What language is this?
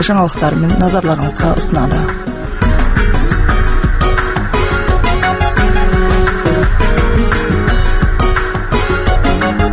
Kazakh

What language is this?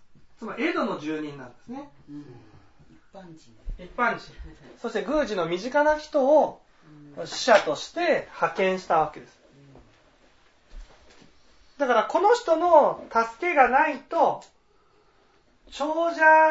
Japanese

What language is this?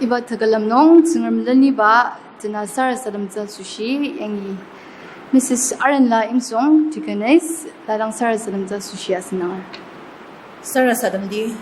Ao Naga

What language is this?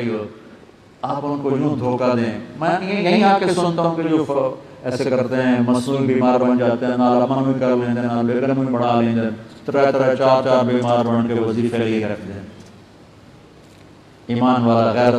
Urdu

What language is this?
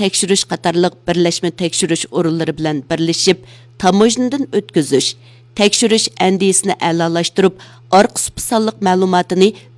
Uyghur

